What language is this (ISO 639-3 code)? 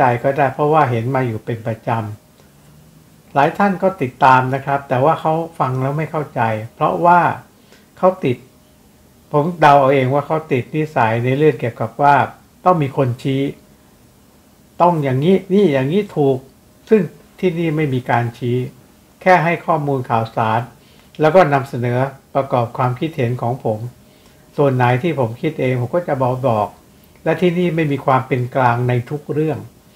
tha